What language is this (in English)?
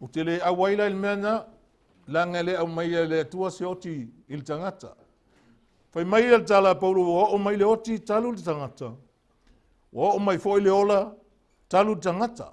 Samoan